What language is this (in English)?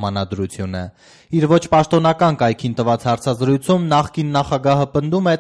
Armenian